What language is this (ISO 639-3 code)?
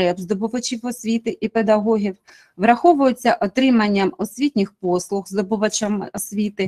ukr